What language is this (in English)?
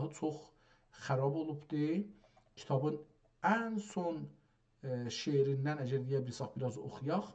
South Azerbaijani